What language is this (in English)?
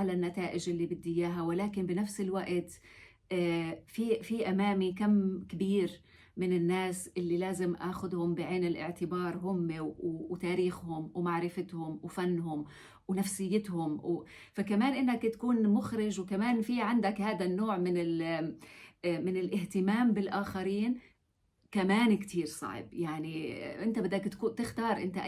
North Levantine Arabic